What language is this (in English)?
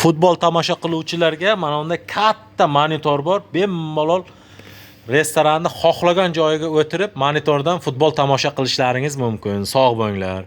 Uzbek